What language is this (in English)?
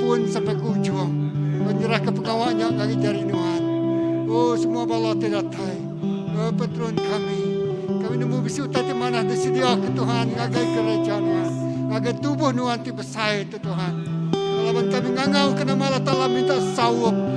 Iban